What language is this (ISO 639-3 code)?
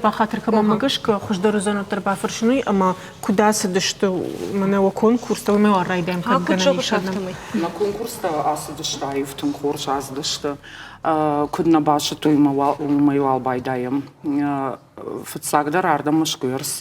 oss